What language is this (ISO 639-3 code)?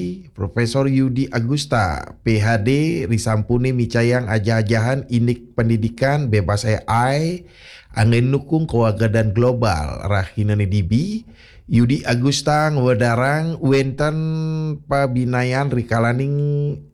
ban